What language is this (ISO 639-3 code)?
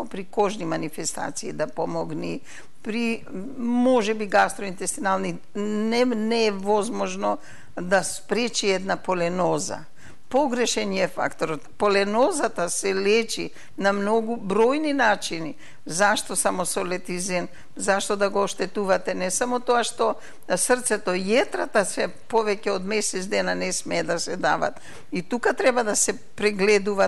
mkd